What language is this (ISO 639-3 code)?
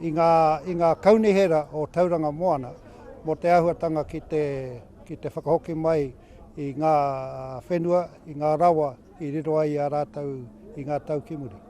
mri